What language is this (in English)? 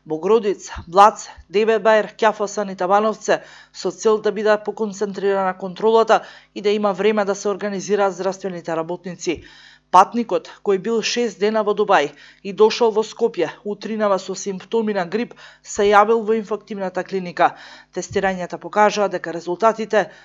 Macedonian